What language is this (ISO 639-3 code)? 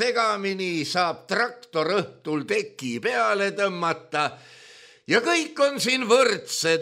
est